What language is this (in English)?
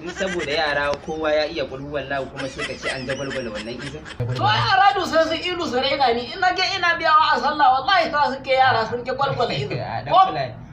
Hausa